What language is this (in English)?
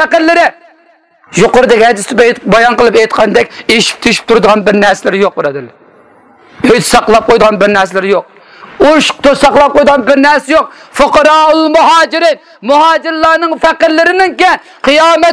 Uyghur